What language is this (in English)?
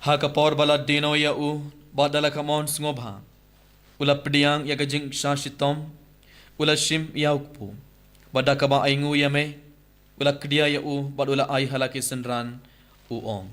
Khasi